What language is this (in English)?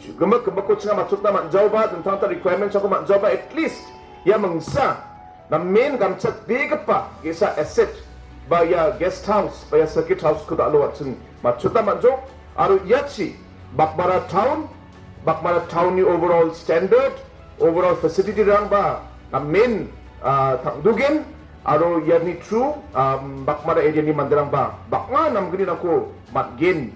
Garo